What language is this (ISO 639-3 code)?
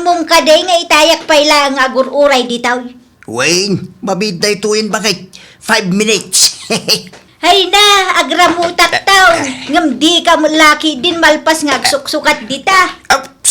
ilo